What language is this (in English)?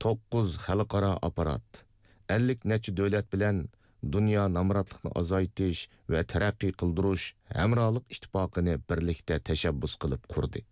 Uyghur